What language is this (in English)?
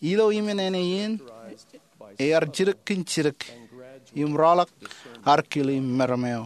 Marshallese